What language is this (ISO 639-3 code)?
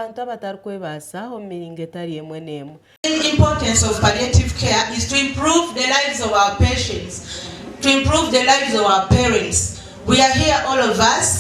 nyn